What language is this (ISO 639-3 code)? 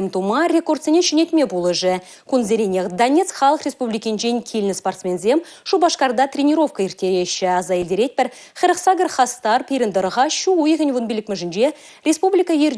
chv